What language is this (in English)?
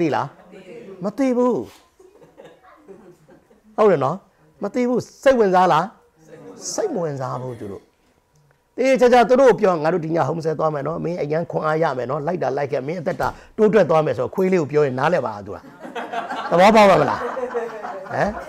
Burmese